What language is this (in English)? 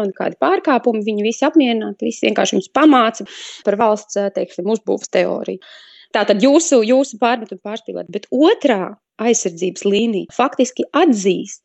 Latvian